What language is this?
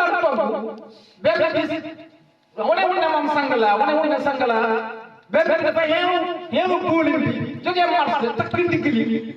Wolof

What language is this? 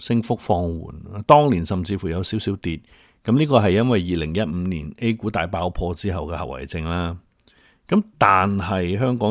Cantonese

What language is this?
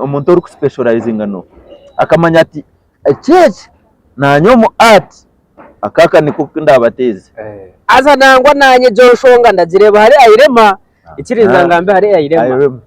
Nyankole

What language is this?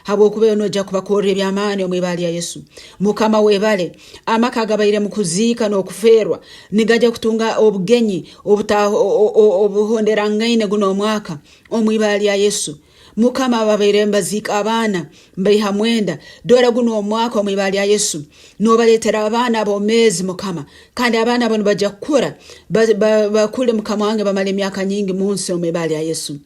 Nyankole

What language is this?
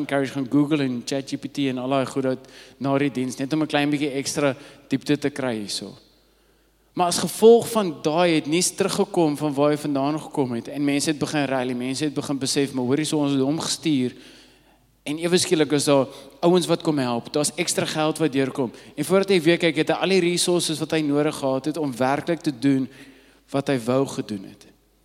Afrikaans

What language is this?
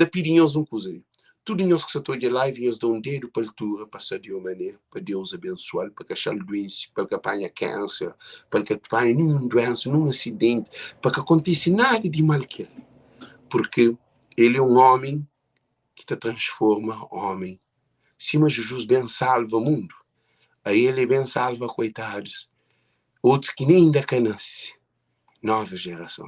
Kabuverdianu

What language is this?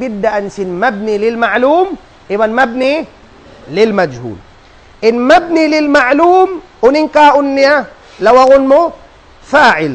Tausug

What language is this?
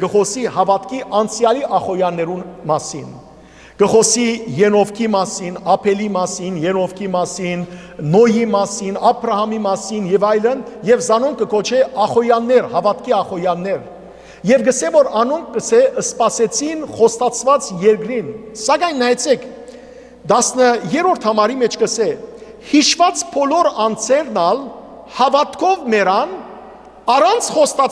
Western Armenian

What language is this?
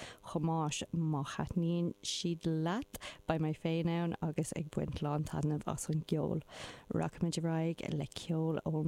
Irish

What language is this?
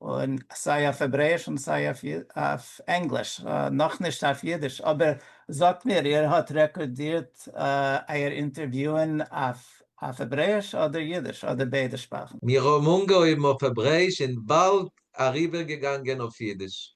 Yiddish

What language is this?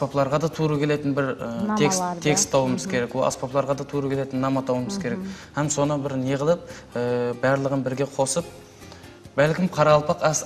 Kara-Kalpak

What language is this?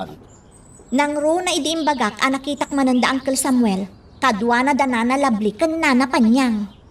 Iloko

